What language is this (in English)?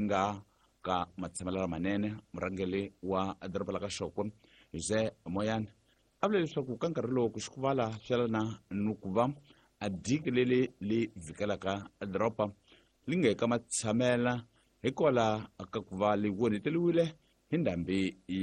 Tsonga